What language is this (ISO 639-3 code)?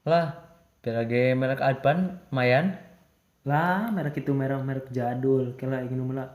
sun